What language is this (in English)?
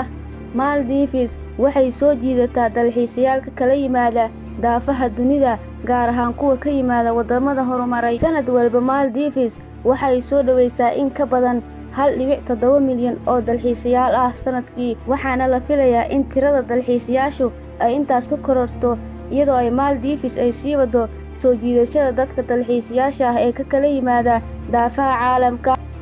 Somali